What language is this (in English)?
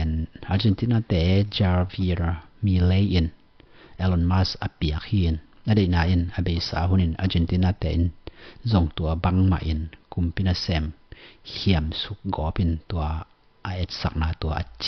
Tedim Chin